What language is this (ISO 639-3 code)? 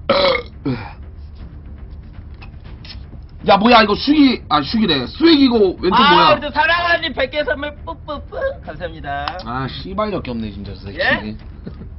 kor